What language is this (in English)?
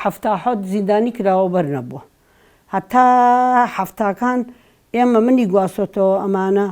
Central Kurdish